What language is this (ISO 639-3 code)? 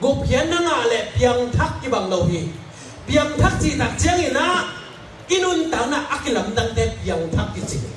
ctd